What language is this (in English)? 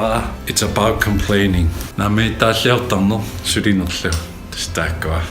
Kalaallisut